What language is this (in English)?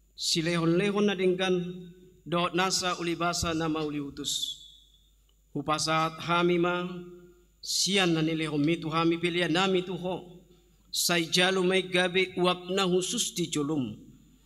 Batak Toba